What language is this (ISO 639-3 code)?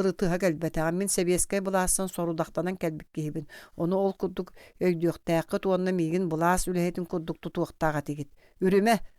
sah